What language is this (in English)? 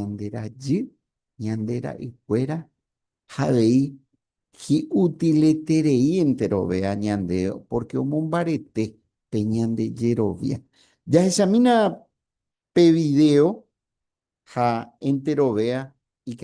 Guarani